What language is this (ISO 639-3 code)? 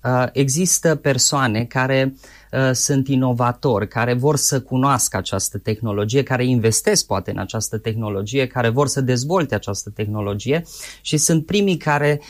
ron